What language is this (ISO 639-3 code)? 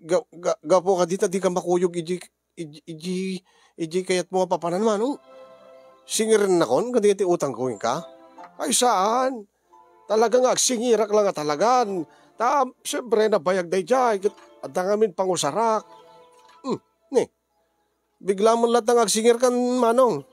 ilo